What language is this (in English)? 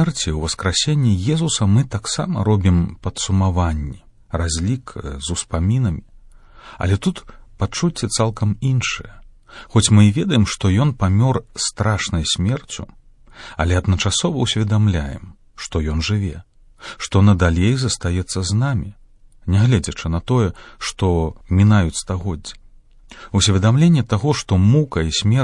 Belarusian